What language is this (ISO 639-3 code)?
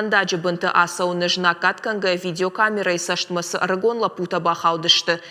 oss